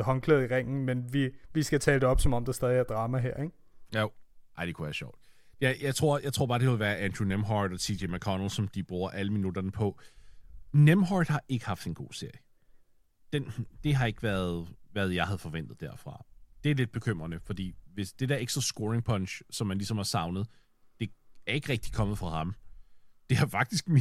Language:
Danish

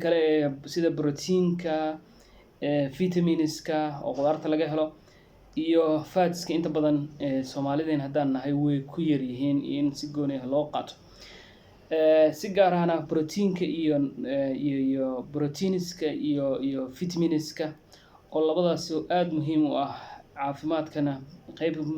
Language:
Somali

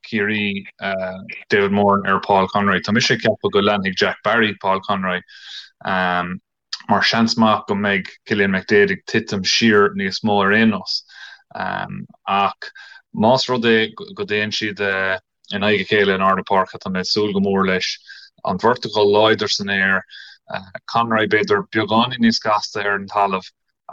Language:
Irish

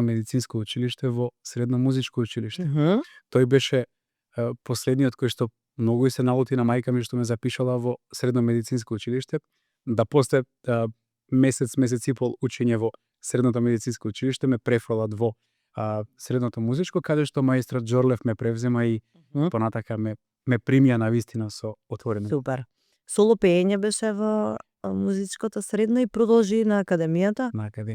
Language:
Macedonian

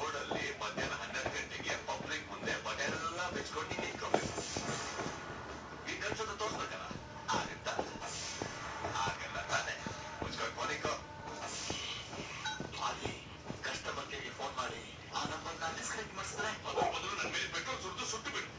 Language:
Kannada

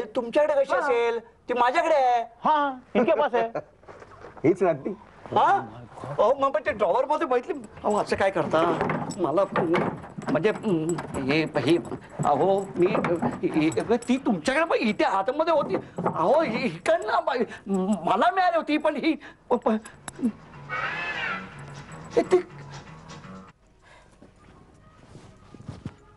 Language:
Marathi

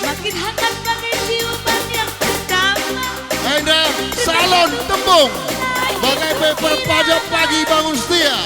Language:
Batak Karo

